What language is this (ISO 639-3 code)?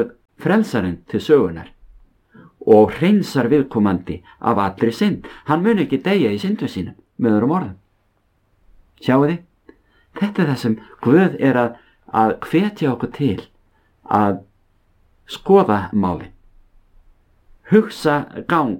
isl